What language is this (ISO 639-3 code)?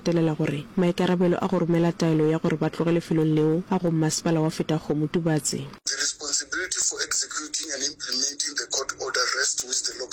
nso